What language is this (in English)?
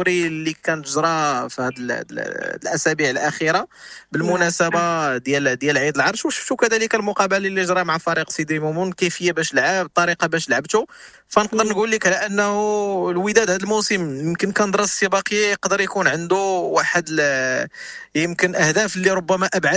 Moroccan Arabic